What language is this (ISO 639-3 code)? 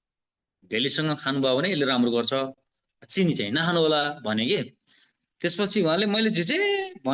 nep